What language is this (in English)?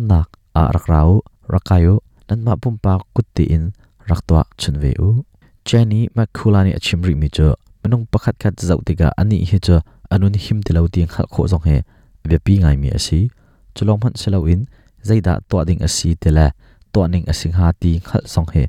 Hakha Chin